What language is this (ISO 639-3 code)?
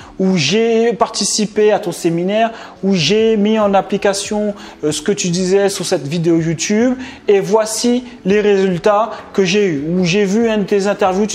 fra